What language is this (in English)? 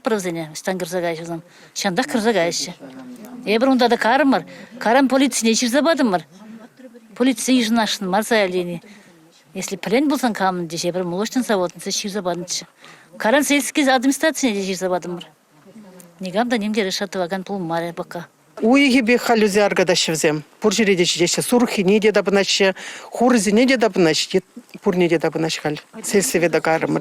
Chuvash